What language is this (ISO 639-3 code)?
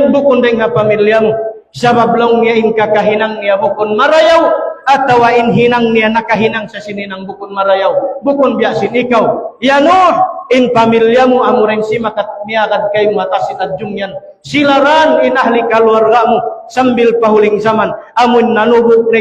tsg